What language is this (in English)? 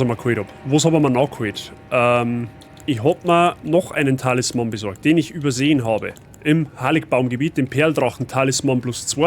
Bavarian